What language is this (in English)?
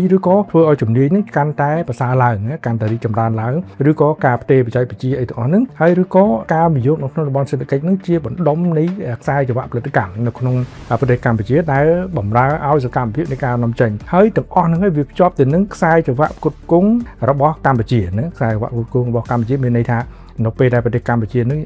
Khmer